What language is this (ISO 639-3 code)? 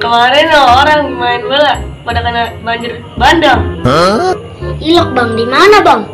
bew